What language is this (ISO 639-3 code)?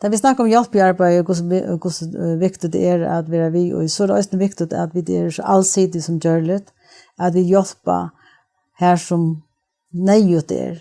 fao